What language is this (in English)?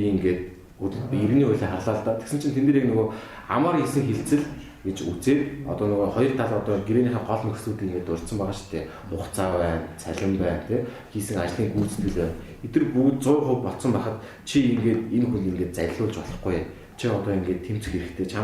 Mongolian